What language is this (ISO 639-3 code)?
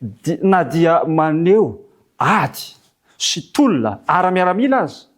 mlg